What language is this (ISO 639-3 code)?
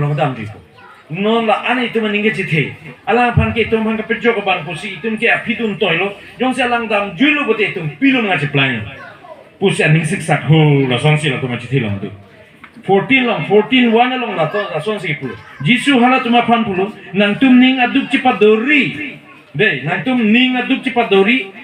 mjw